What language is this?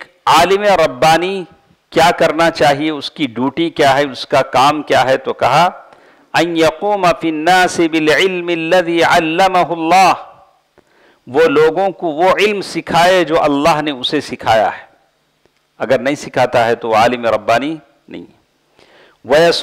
Urdu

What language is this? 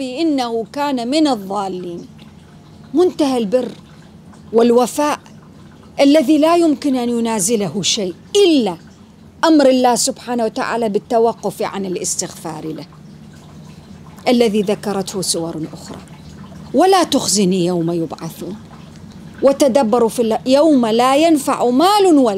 Arabic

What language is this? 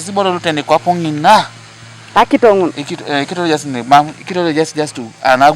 Teso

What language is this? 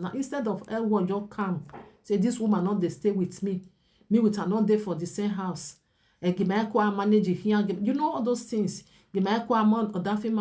Nigerian Pidgin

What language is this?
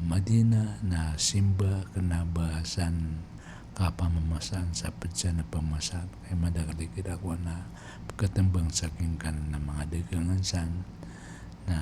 Maranao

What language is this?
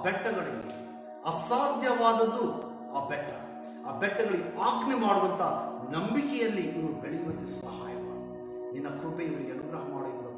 Kannada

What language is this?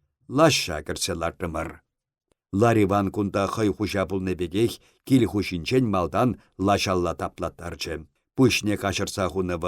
Chuvash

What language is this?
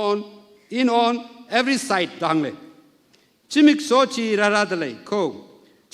Tangkhul Naga (India)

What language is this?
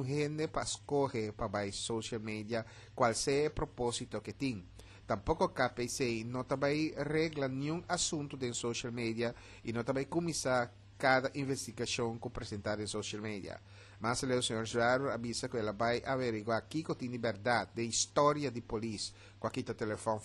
Papiamento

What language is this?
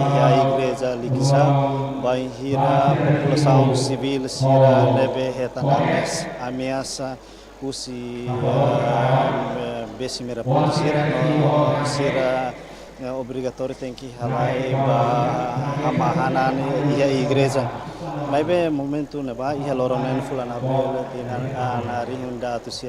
Tetum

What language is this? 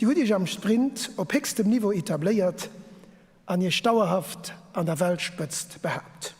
Luxembourgish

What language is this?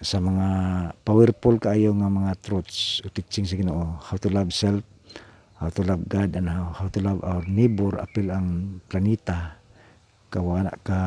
Cebuano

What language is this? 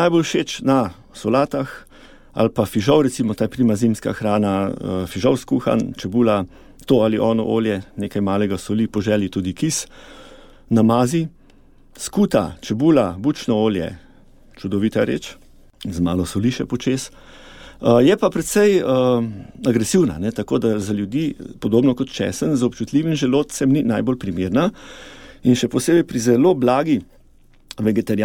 Slovenian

